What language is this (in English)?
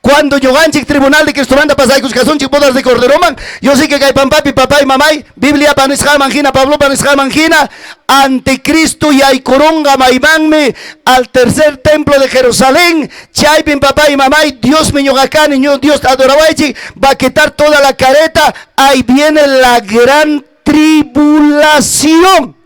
Ayacucho Quechua